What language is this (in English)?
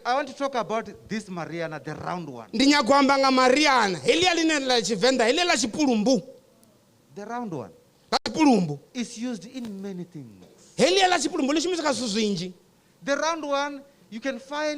Venda